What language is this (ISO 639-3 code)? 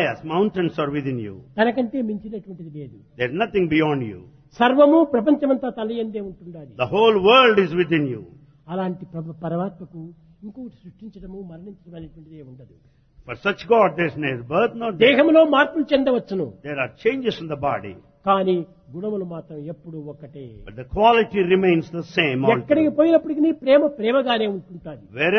tel